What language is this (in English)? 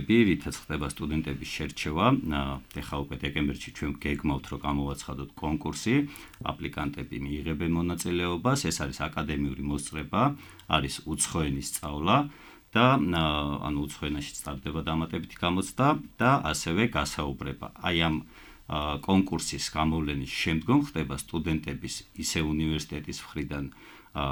Georgian